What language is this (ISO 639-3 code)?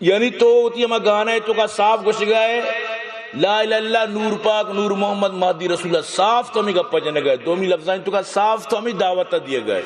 bal